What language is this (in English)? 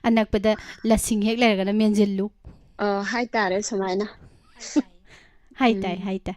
Manipuri